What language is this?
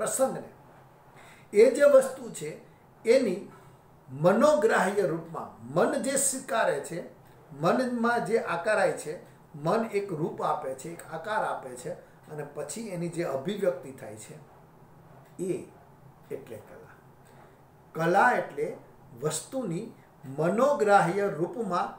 Gujarati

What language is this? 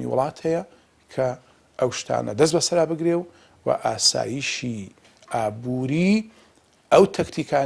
Central Kurdish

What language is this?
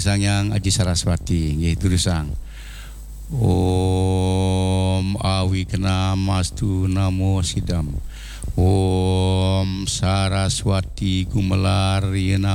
Balinese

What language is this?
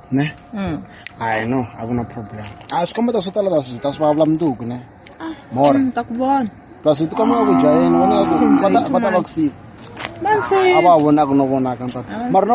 Tsonga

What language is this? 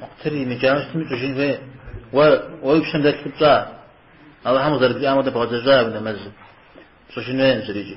Kabardian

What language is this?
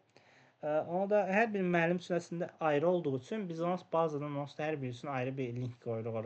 Azerbaijani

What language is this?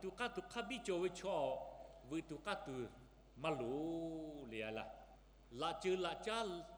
Lahu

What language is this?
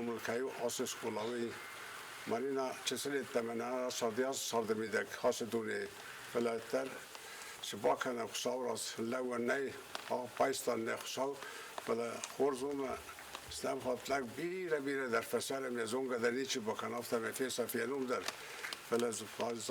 Ossetic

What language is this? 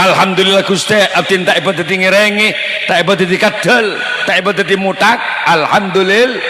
Madurese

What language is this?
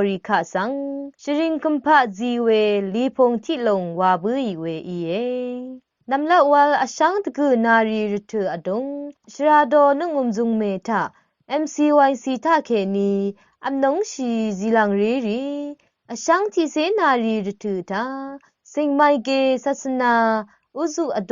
Rawang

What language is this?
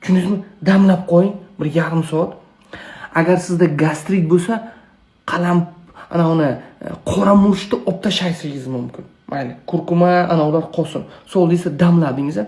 Uzbek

